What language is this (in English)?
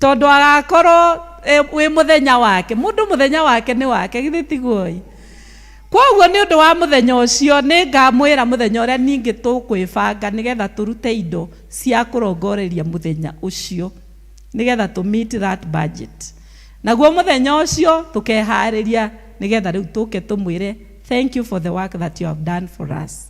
Kikuyu